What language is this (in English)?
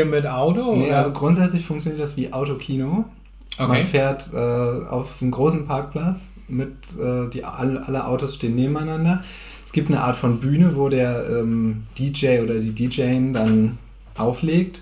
Low German